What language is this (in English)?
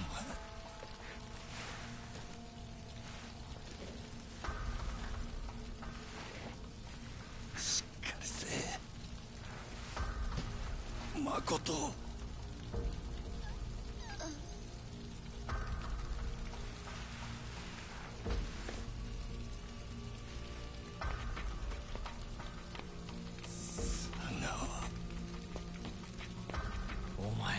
Japanese